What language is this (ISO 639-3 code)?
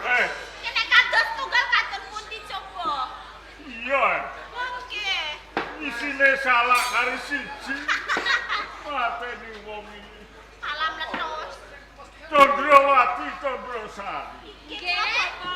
jav